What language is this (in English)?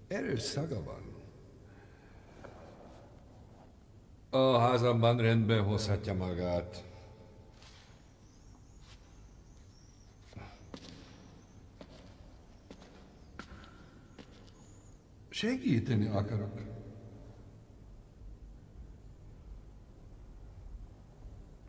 Hungarian